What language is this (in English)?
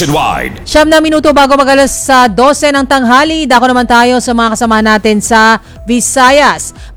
Filipino